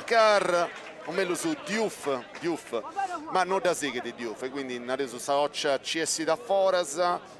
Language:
Sardinian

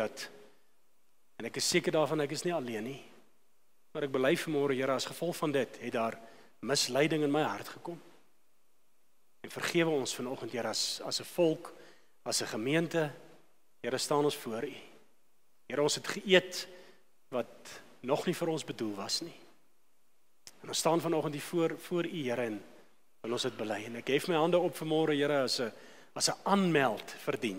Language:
Afrikaans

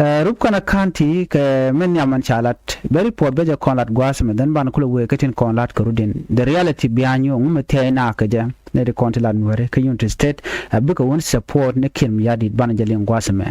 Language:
Nuer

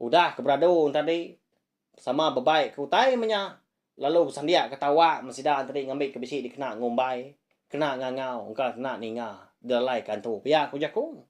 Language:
Iban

